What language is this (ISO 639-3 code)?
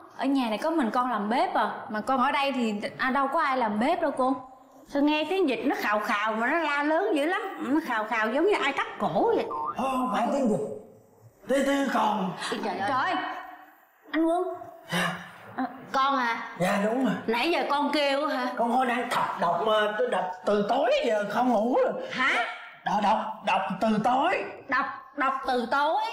vie